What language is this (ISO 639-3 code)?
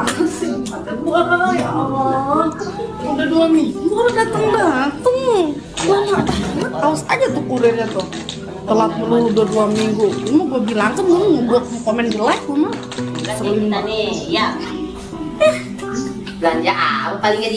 bew